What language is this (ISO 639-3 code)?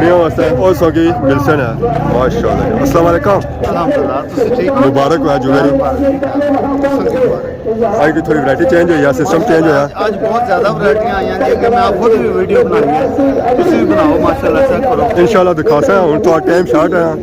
phr